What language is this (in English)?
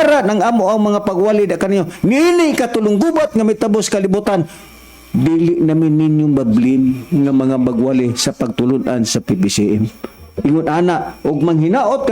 Cebuano